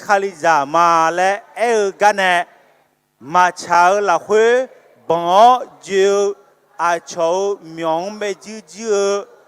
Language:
Akha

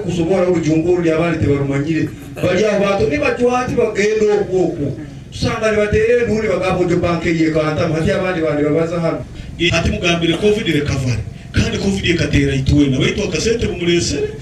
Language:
Nyoro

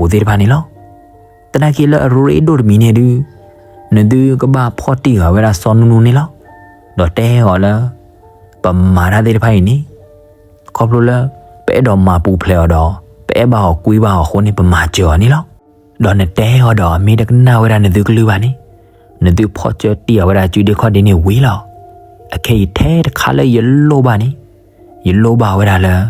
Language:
S'gaw Karen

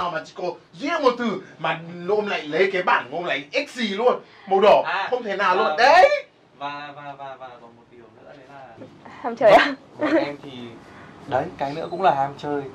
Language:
Vietnamese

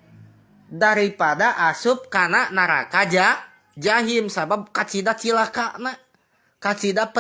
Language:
Sundanese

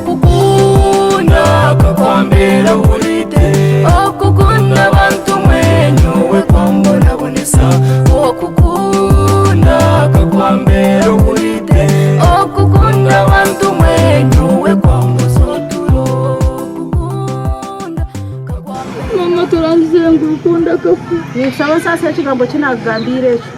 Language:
Nyankole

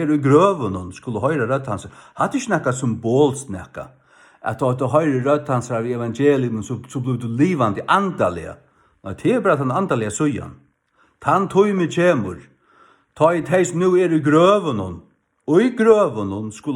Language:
Faroese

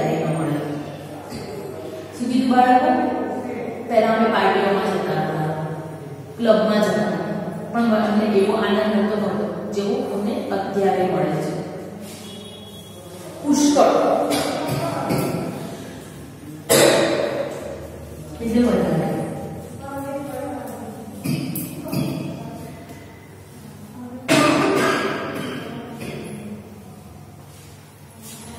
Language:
Gujarati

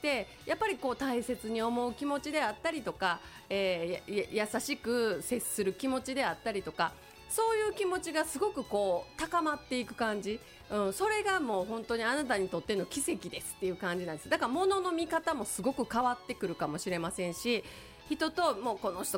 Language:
Japanese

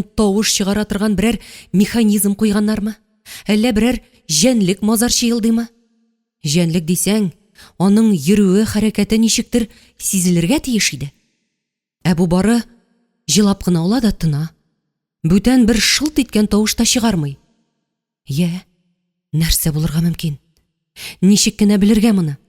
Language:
Tatar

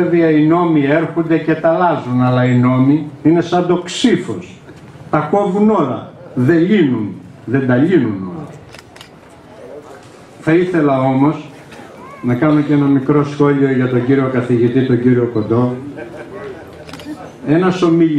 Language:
Greek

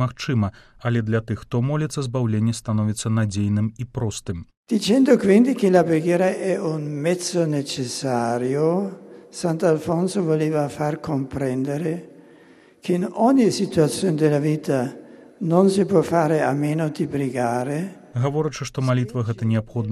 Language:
Belarusian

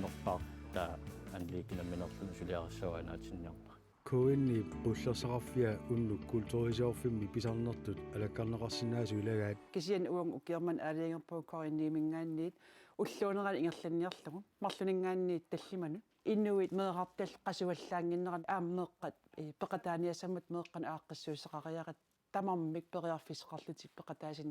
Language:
Kalaallisut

